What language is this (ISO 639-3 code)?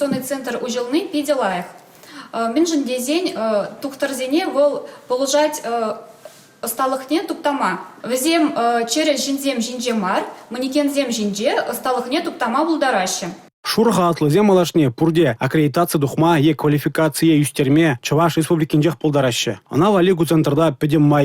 chv